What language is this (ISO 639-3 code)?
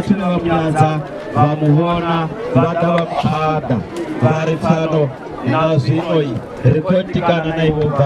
ven